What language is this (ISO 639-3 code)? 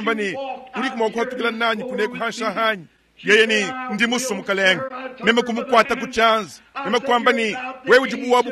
lua